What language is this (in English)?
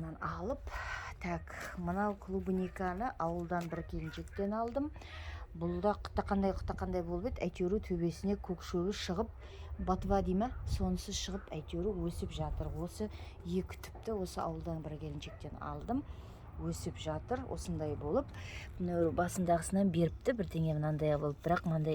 Kazakh